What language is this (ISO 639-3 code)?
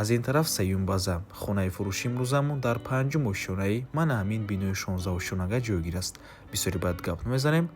tgk